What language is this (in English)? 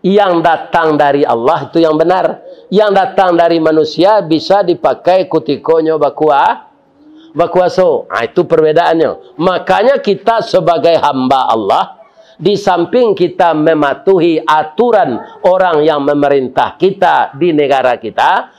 Minangkabau